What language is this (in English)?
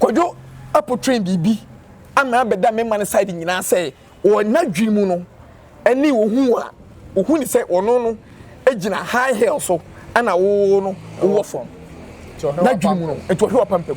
Akan